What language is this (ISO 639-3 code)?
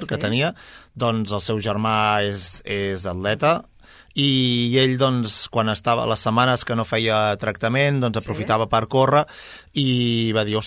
cat